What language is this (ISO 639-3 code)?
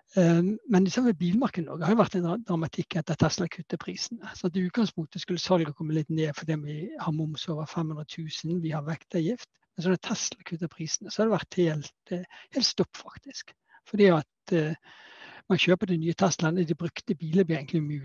nor